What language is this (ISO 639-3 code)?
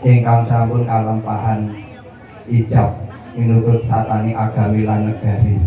jav